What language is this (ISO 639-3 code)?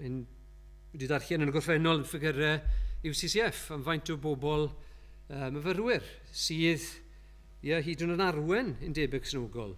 cym